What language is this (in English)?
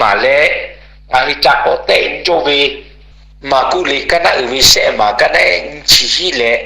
Lahu